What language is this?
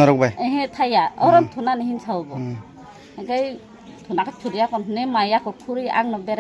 Kok Borok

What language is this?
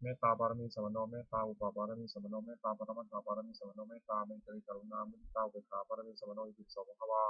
Pali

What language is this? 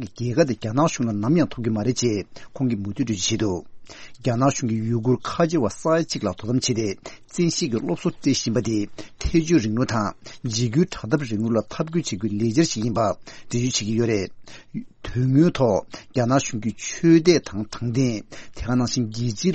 Tibetan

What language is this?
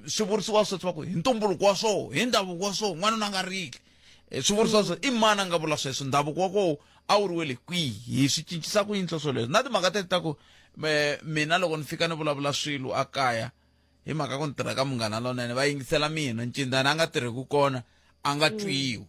Tsonga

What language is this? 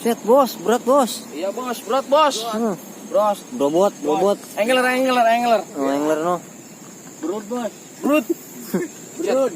Betawi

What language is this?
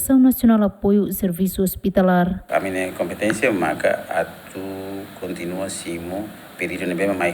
Tetum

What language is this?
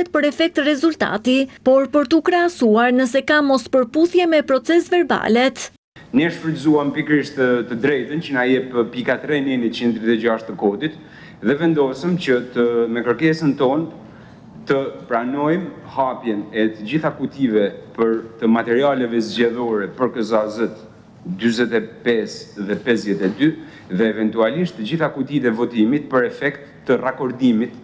Albanian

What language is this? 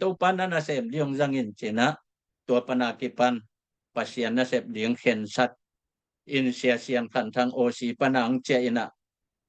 Tedim Chin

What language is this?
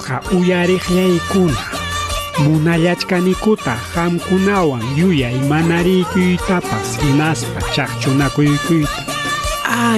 Ayacucho Quechua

